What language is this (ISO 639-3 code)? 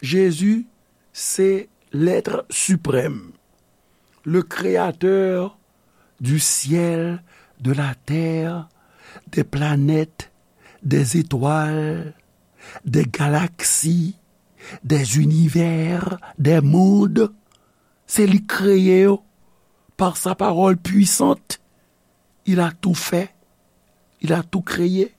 hat